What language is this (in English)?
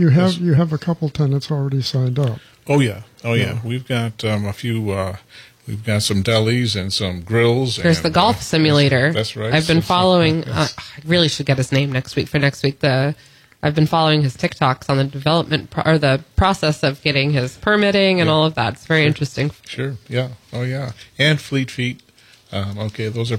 English